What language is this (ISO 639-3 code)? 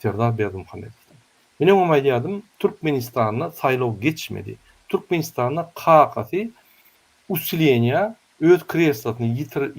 tuk